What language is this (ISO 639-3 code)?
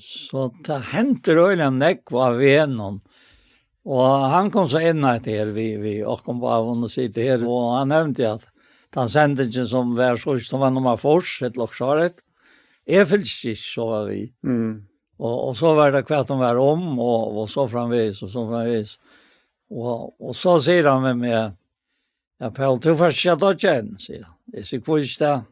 fao